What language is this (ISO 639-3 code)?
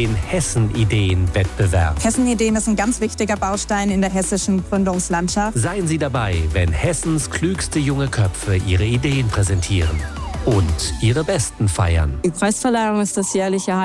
deu